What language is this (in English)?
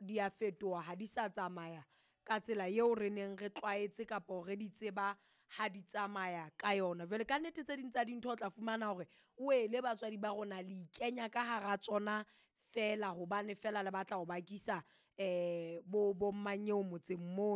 Southern Sotho